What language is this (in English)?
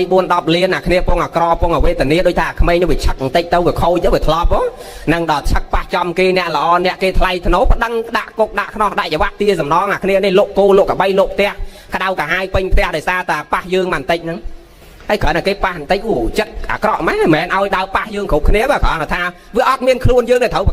Khmer